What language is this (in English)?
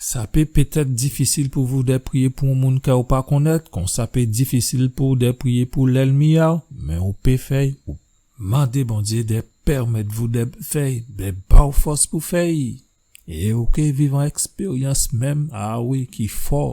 Guadeloupean Creole French